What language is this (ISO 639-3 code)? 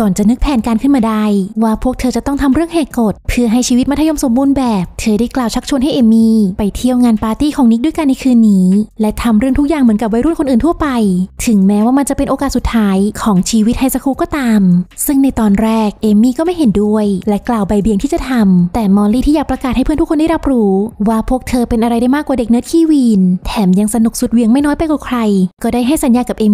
tha